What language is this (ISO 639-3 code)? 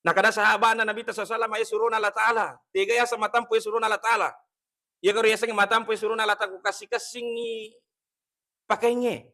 bug